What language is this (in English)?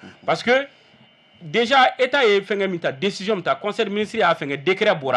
Bambara